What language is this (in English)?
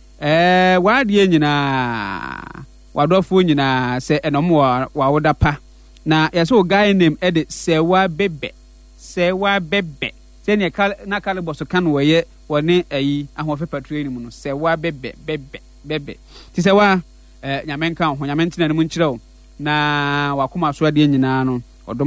Akan